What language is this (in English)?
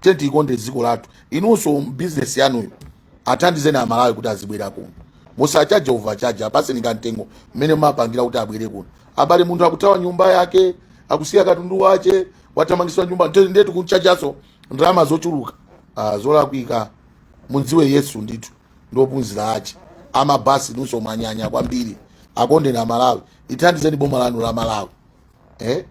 Nyanja